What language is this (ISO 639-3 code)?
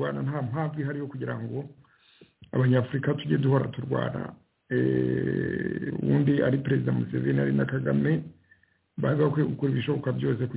kin